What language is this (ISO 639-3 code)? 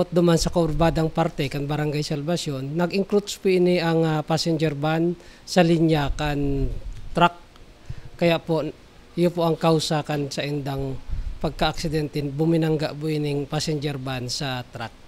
bik